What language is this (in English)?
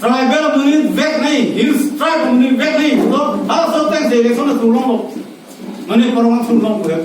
Karbi